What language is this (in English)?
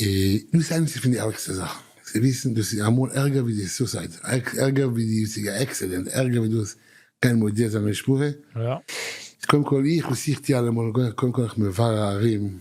Yiddish